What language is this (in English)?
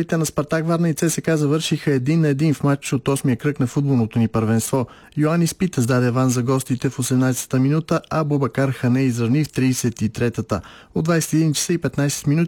Bulgarian